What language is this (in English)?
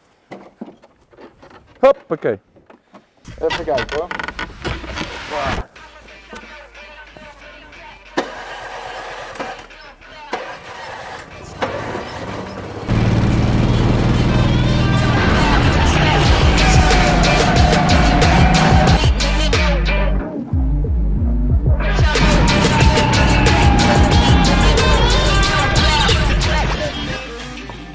Dutch